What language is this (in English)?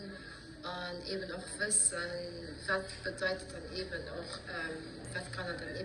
Luxembourgish